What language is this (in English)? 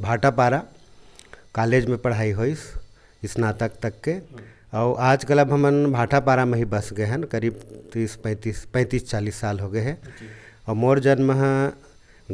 Chhattisgarhi